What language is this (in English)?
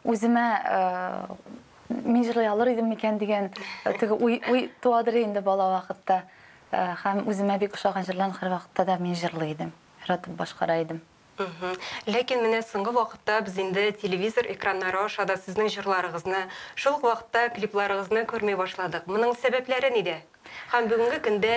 Tatar